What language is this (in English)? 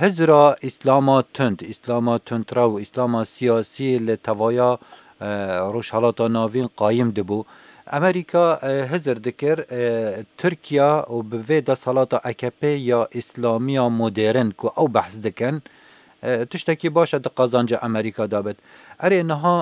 Kurdish